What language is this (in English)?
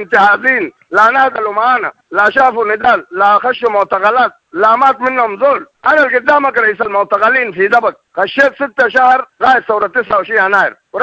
Sudanese Arabic